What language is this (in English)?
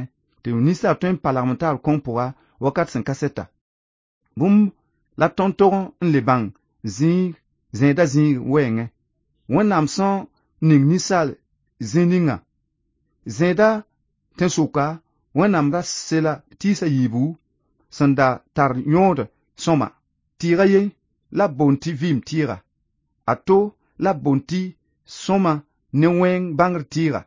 Mossi